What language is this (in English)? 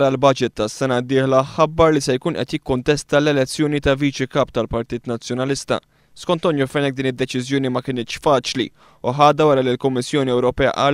Maltese